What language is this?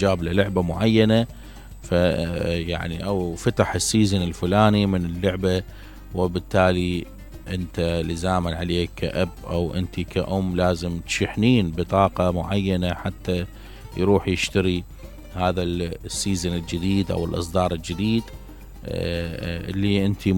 Mesopotamian Arabic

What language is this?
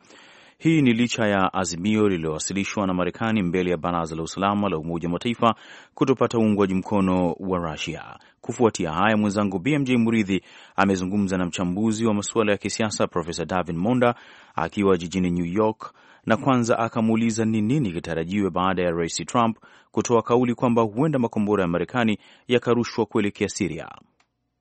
Swahili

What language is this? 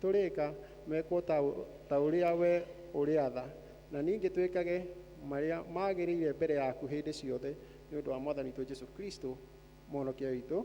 Kikuyu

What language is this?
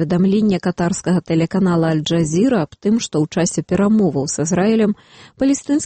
Belarusian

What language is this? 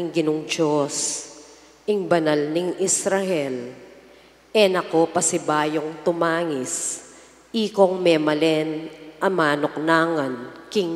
Pampanga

